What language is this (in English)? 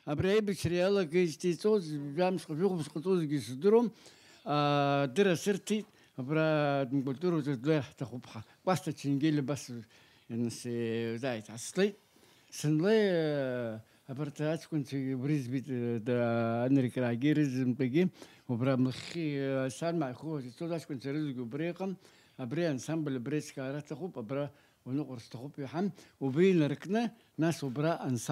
Abkhazian